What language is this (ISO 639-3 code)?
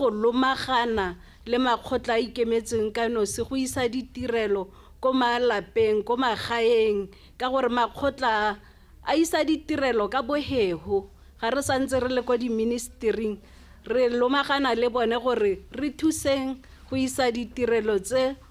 tsn